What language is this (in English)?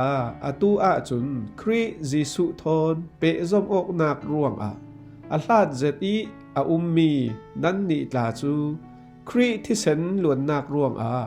Falam Chin